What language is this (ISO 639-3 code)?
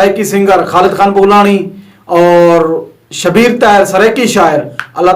skr